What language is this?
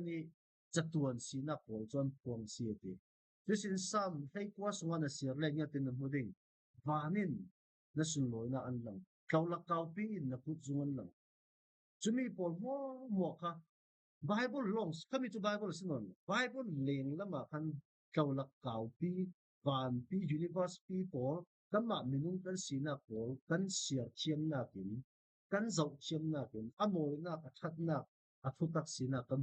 Falam Chin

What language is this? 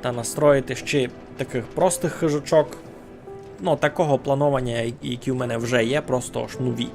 Rusyn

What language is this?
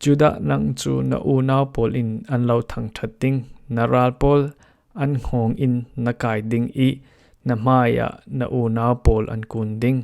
Falam Chin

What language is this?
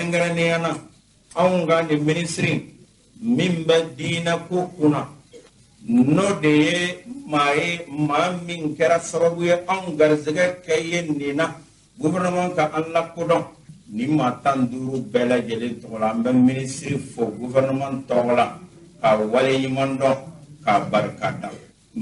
Bambara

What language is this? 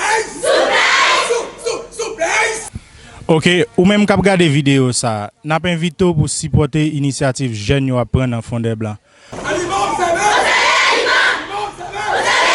Haitian Creole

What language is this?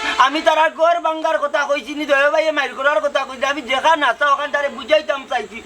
Sylheti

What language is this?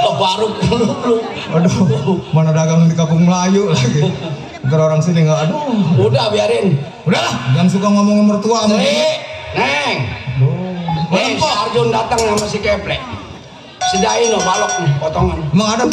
Betawi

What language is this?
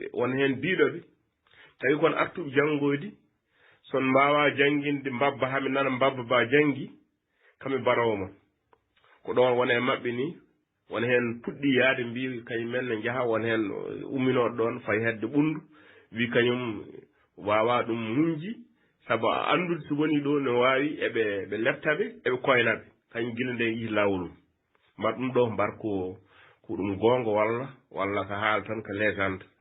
Fula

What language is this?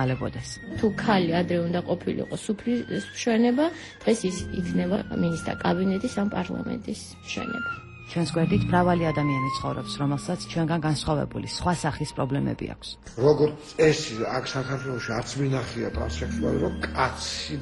Georgian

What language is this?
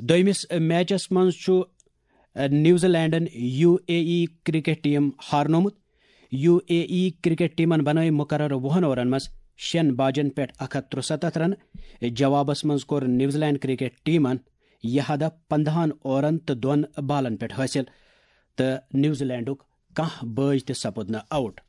Kashmiri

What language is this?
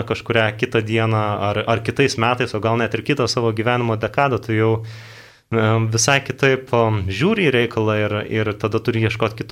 Lithuanian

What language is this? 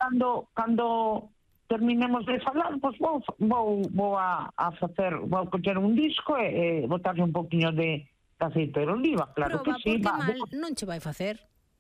Galician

